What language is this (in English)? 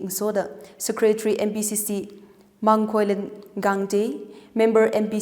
Tangkhul Naga (India)